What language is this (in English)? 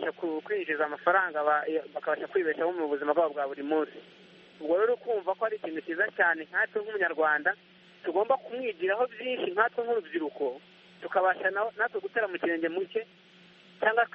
Kinyarwanda